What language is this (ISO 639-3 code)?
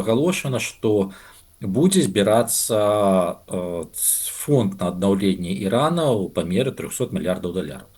bel